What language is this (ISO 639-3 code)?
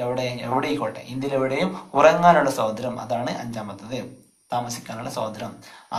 mal